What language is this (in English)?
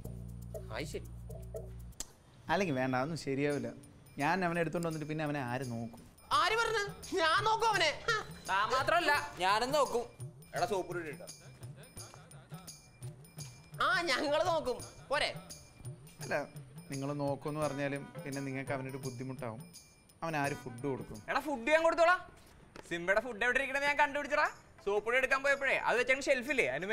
Malayalam